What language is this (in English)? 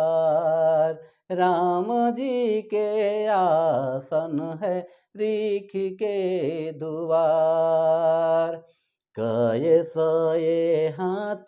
Sadri